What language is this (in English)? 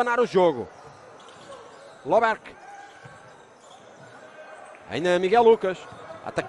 Portuguese